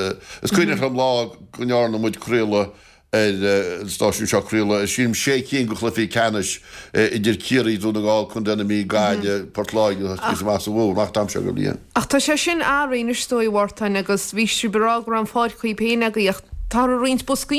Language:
Irish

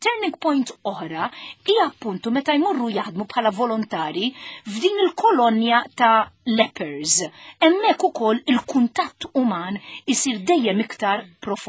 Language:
Maltese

